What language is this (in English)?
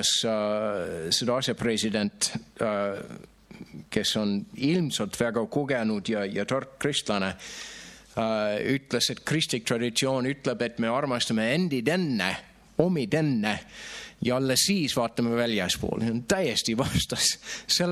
Estonian